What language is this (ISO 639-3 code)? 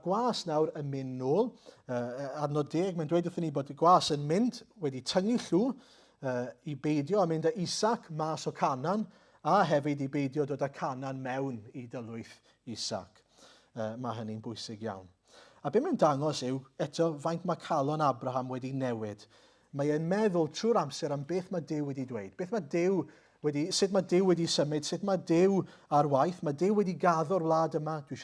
cym